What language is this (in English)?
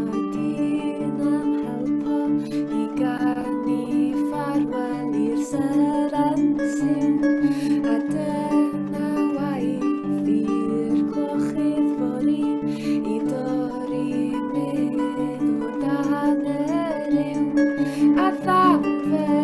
Welsh